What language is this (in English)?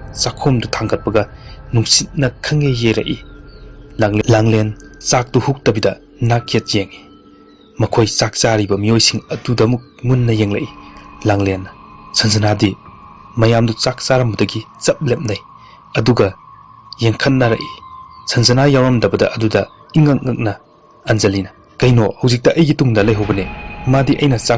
Manipuri